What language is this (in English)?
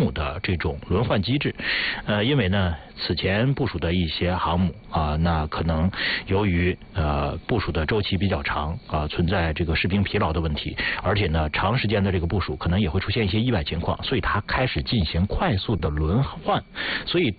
Chinese